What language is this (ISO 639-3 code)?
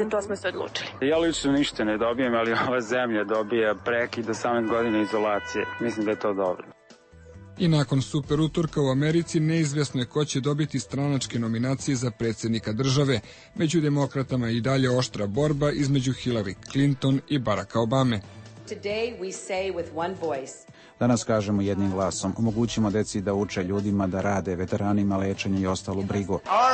srp